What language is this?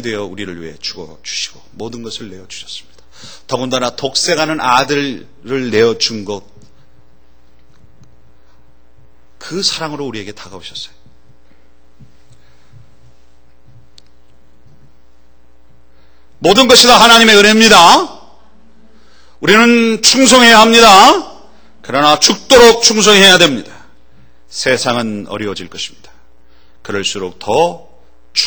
Korean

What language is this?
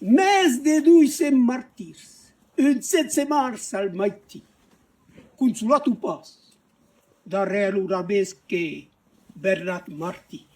Occitan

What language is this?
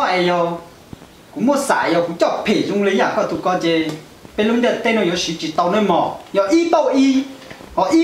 Hmong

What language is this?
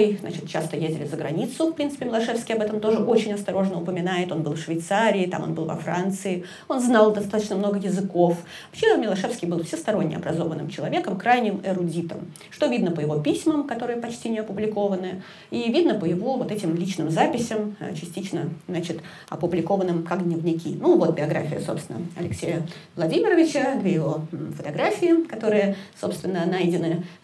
Russian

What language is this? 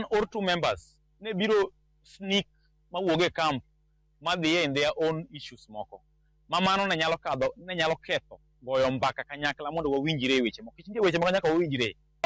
Luo (Kenya and Tanzania)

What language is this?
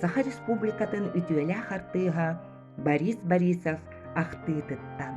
Yakut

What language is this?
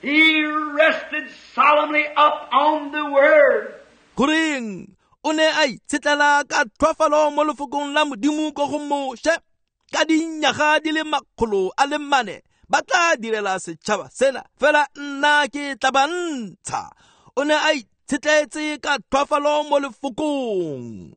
Tswana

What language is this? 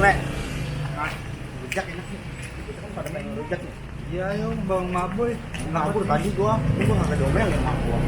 Betawi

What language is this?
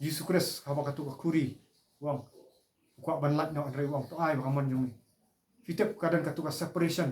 Khasi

